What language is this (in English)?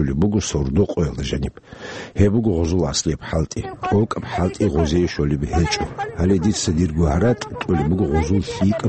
Avaric